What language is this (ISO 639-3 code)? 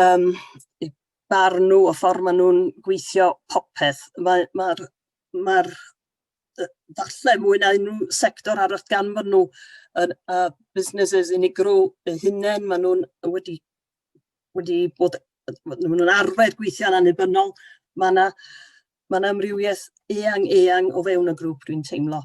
cym